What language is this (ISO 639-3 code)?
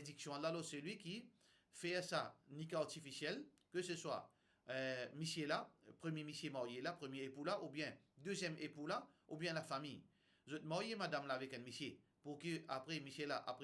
mfe